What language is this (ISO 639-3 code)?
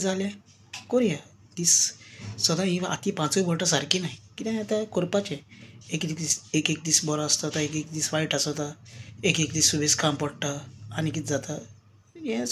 kok